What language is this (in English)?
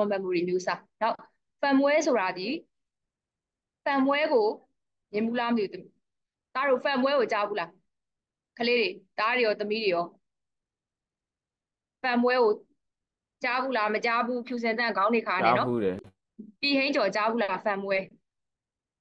Burmese